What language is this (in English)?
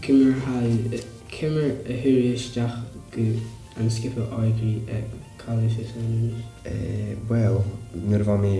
Scottish Gaelic